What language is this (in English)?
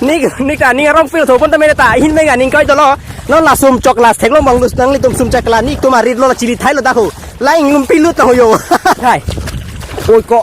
Karbi